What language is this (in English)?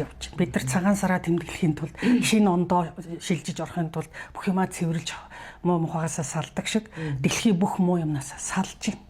Mongolian